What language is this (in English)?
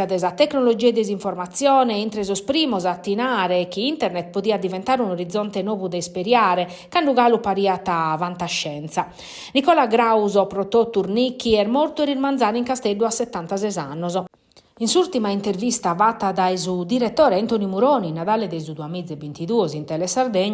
Sardinian